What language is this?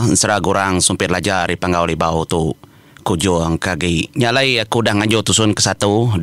Iban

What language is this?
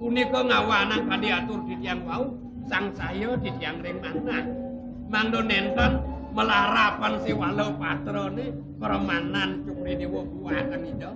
Balinese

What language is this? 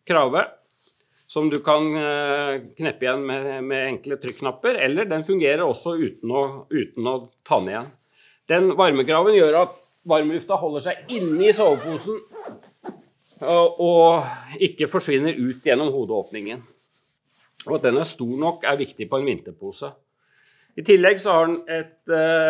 Norwegian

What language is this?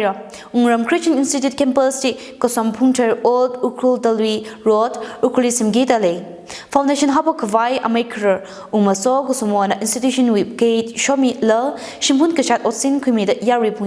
Tangkhul Naga (India)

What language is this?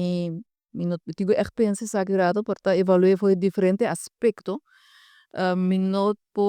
Papiamento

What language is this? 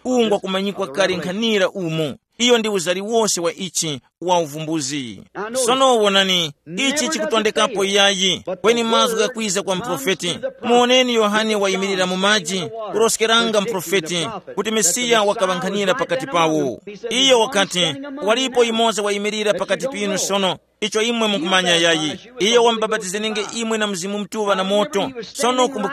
Tumbuka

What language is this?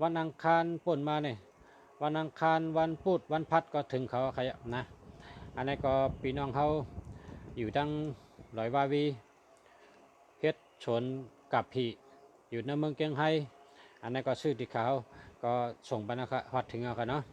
Shan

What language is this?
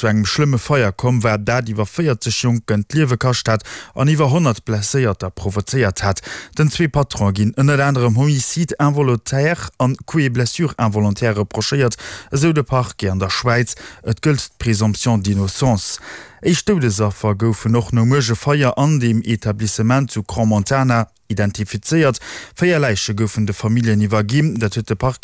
Luxembourgish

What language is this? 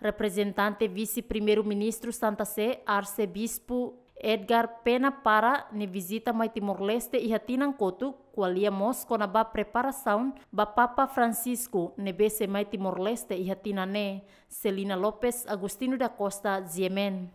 Tetum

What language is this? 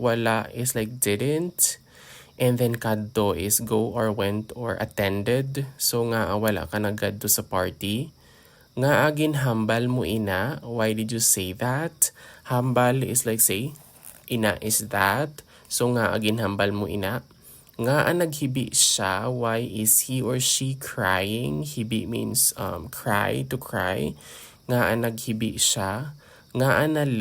Hiligaynon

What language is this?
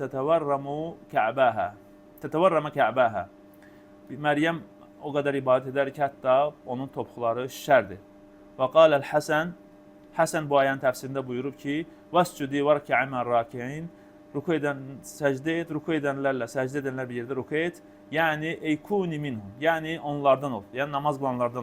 Azerbaijani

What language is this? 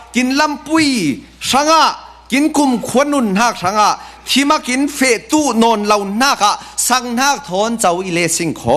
Falam Chin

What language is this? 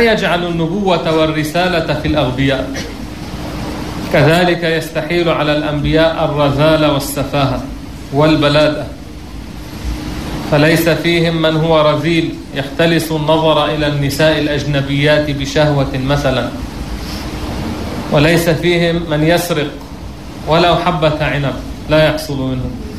Arabic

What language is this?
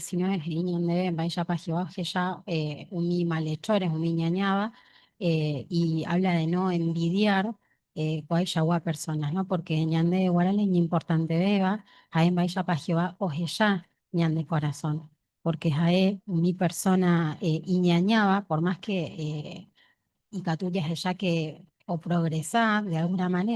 Guarani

